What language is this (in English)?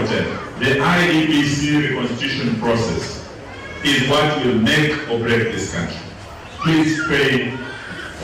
Kamba